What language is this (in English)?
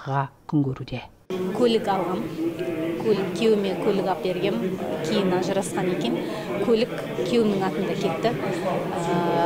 Kazakh